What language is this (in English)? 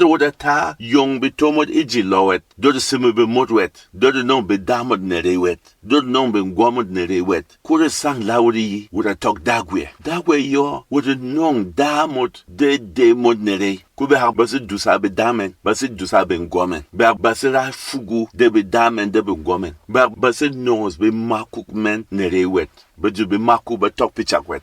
Berom